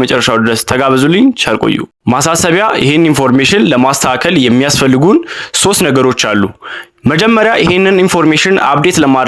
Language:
Amharic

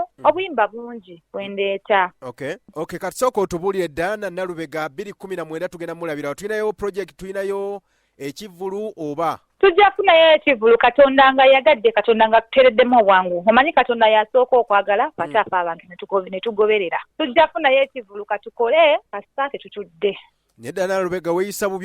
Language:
Ganda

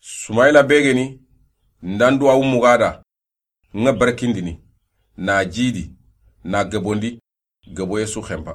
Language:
Soninke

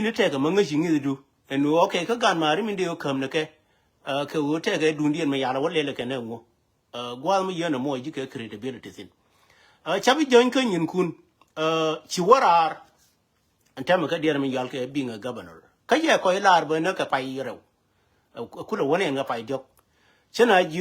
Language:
Nuer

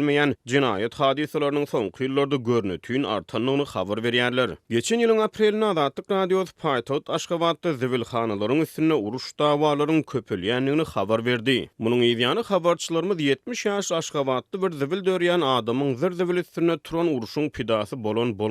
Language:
Turkmen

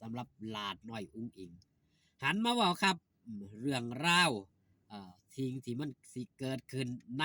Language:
Northeastern Thai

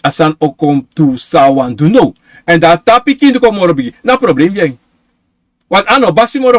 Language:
Sranan Tongo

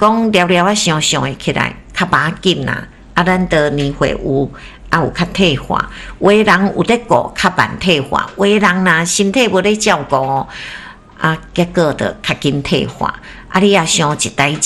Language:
Min Nan Chinese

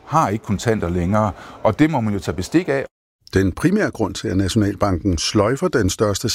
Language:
Danish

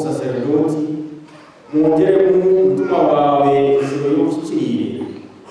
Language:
Nyankole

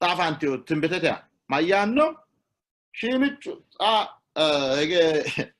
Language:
Sidamo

